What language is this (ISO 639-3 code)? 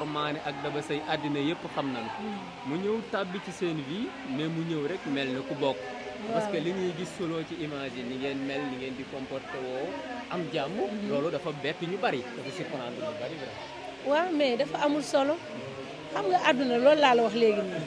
wol